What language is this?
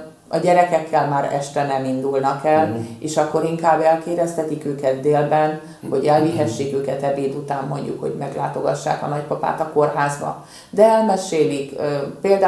Hungarian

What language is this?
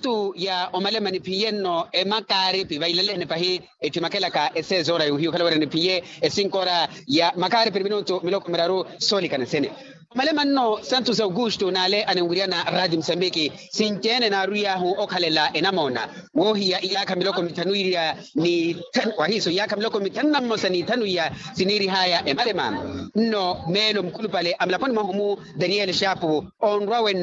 Makhuwa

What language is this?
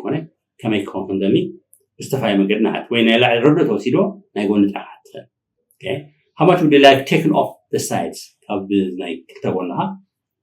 Tigrinya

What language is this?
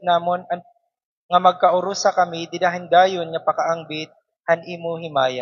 Waray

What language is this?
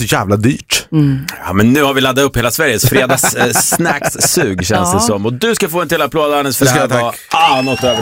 Swedish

